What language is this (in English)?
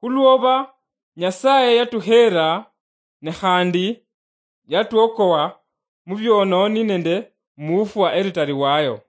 Luyia